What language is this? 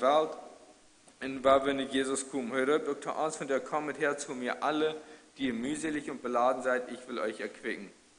Plautdietsch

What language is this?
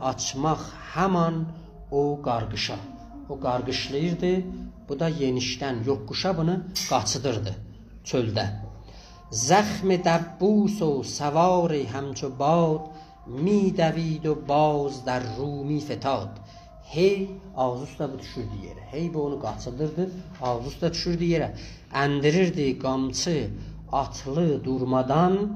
South Azerbaijani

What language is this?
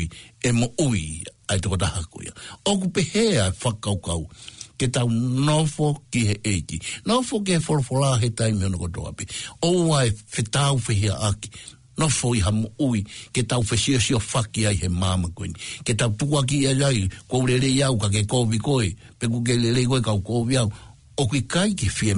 Tongan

